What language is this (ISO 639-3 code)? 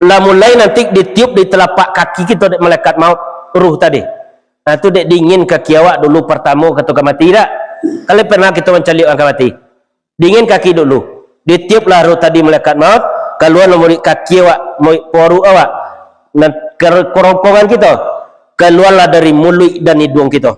min